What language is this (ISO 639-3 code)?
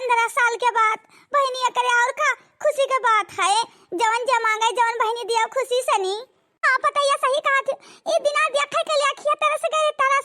awa